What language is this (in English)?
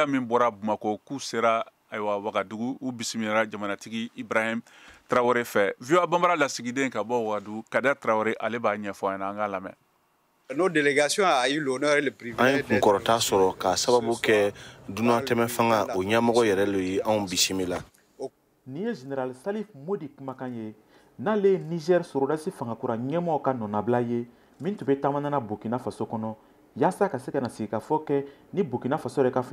Bambara